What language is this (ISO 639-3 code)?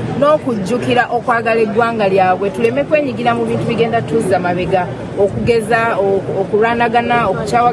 lug